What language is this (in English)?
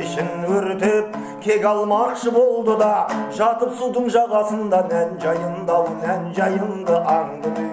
Kazakh